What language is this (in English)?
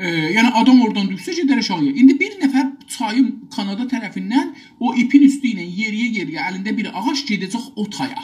South Azerbaijani